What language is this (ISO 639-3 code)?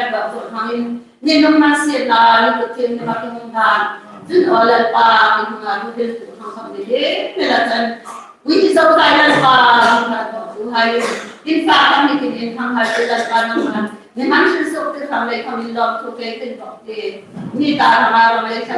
hmr